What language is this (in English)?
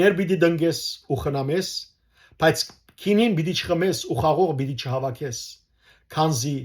Western Armenian